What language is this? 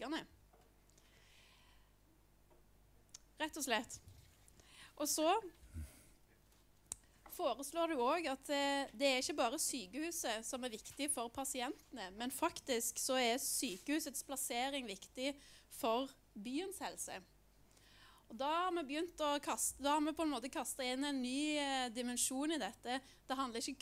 Norwegian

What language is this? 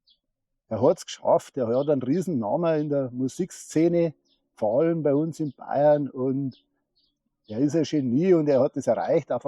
Bavarian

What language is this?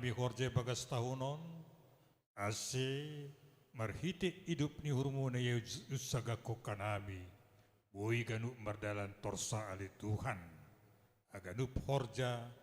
Batak Simalungun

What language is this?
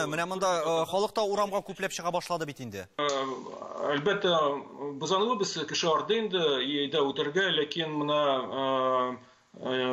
Tatar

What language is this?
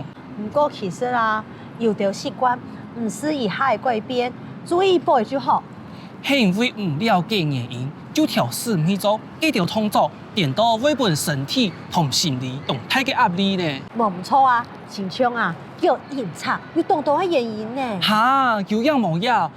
Hakka Chinese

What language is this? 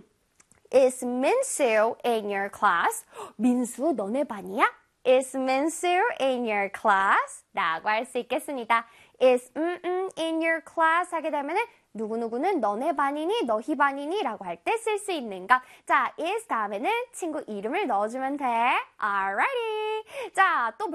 Korean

